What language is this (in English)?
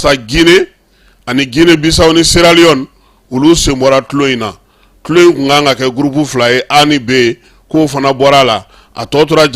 Bambara